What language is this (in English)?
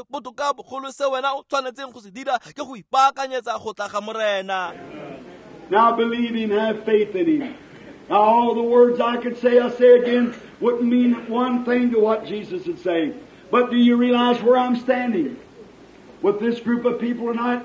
Tswana